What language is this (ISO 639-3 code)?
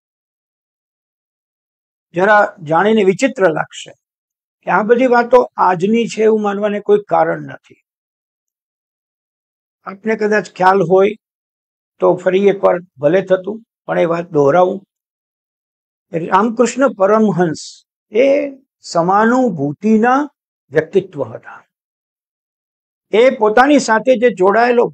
guj